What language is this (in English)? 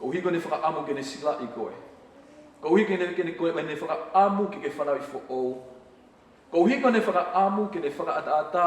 Tongan